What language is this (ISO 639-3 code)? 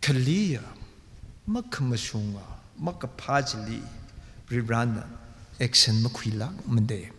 nmf